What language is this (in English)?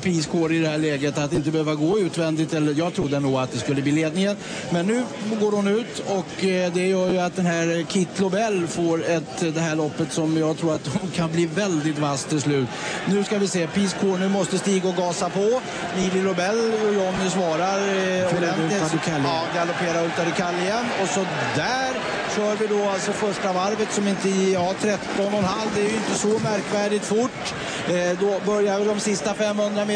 Swedish